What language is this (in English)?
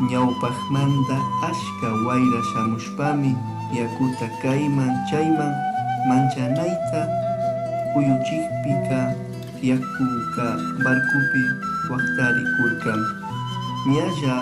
Chimborazo Highland Quichua